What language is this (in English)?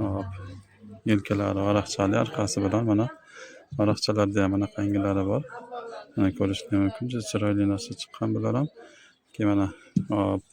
Uzbek